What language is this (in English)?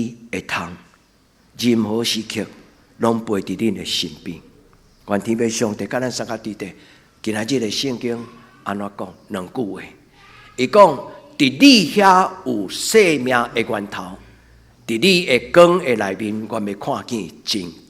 Min Nan Chinese